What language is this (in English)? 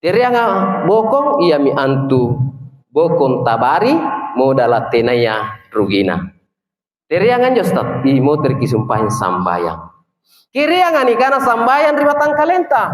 Makasar